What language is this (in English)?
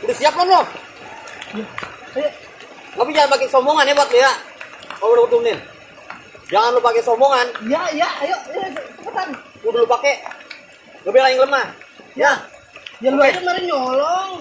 Betawi